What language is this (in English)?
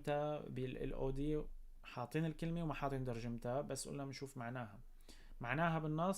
North Levantine Arabic